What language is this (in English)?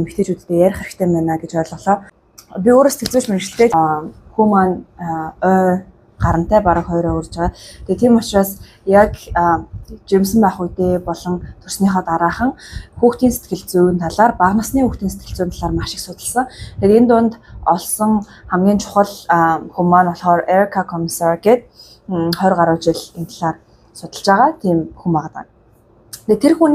Mongolian